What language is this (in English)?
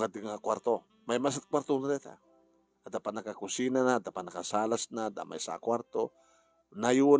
Iloko